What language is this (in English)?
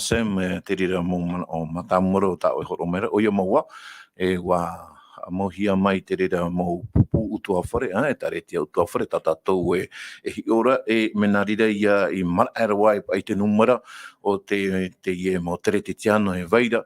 Tahitian